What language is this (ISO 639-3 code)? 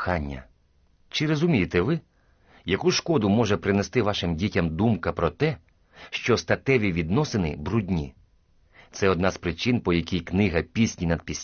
ukr